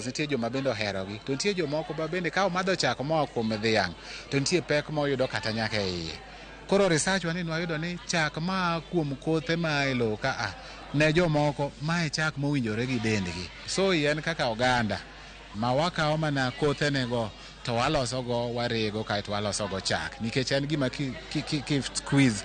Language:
Luo (Kenya and Tanzania)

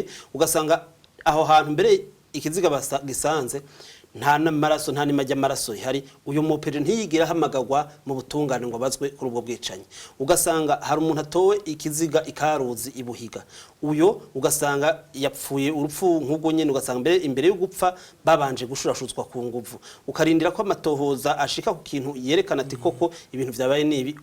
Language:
Rundi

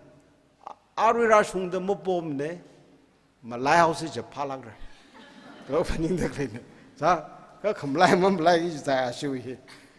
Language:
Tangkhul Naga (India)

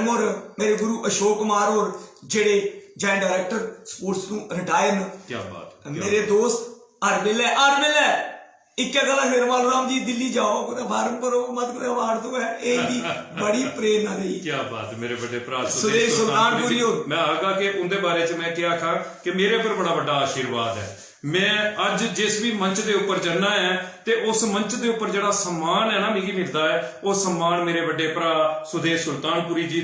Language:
Dogri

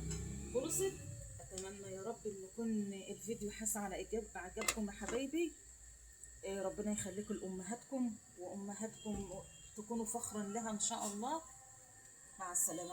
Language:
Egyptian Arabic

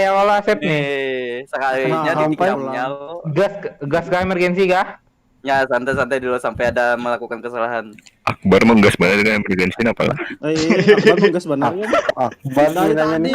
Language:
Banjar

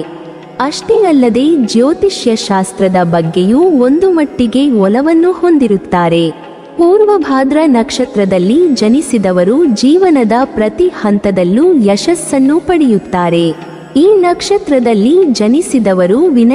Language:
Kannada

